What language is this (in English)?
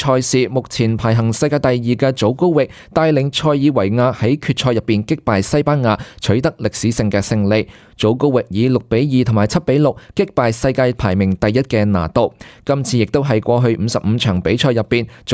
Cantonese